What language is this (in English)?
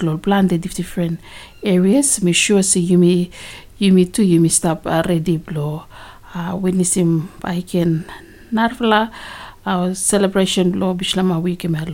Bislama